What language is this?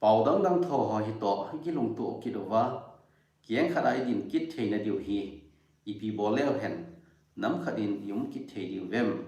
Thado Chin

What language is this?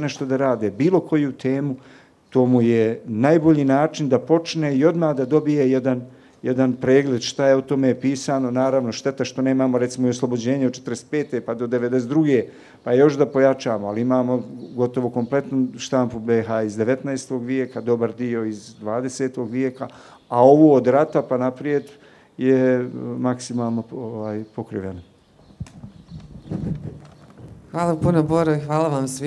Bosnian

